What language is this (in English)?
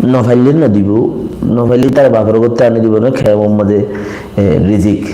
Rohingya